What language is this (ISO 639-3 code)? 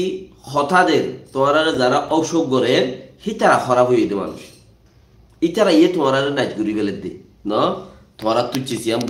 rhg